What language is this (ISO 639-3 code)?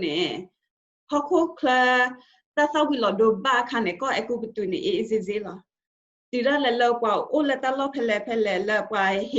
ksw